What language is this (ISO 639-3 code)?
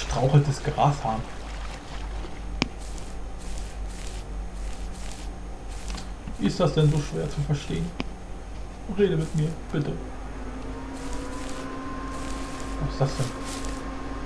deu